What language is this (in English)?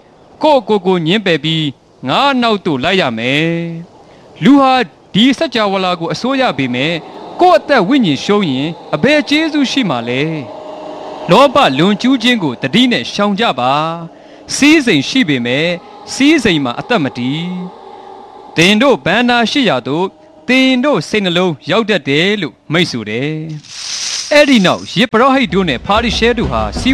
Burmese